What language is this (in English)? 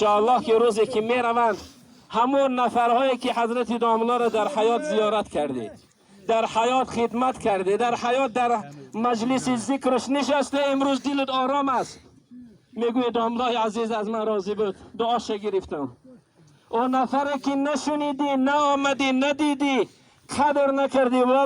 Tajik